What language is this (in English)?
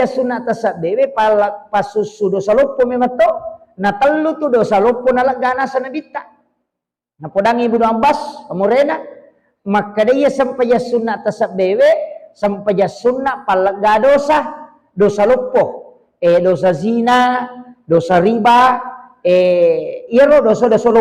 Buginese